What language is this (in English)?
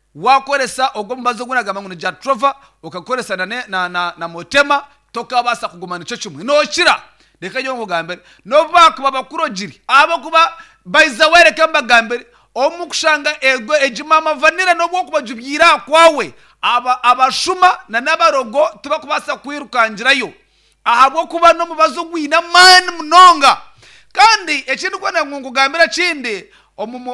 Nyankole